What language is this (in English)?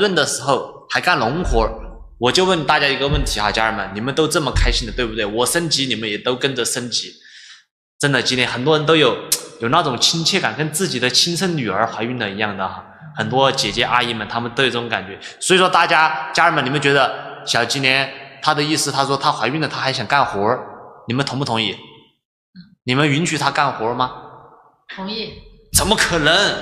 Chinese